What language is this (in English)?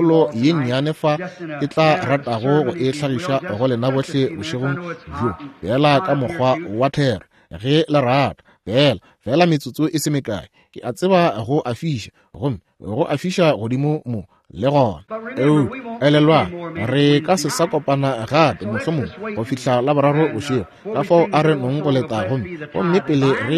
Northern Sotho